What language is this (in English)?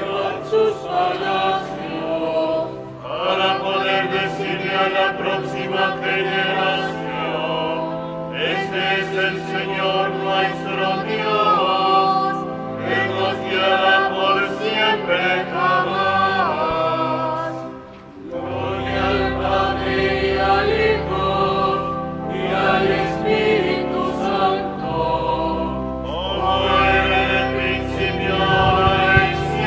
Spanish